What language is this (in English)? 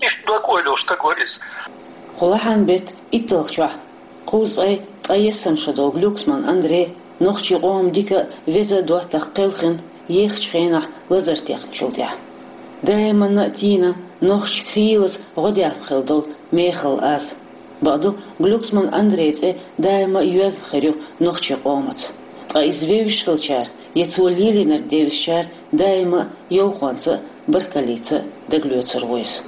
Chechen